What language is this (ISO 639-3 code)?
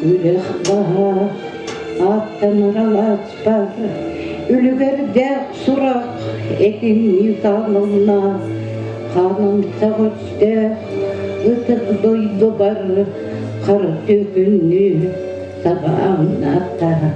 sah